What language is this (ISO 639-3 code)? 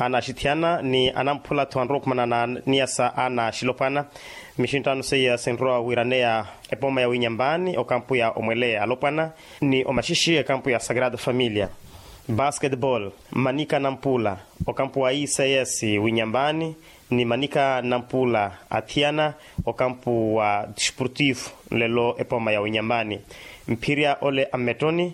vmw